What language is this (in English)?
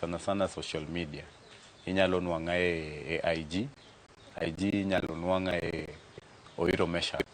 Luo (Kenya and Tanzania)